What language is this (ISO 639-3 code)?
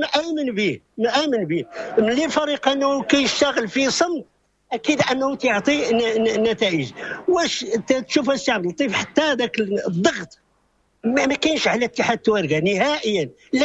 ary